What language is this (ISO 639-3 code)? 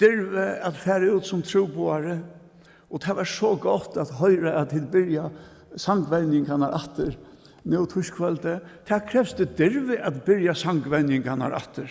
fao